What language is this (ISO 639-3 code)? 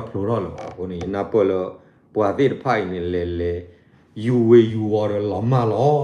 ksw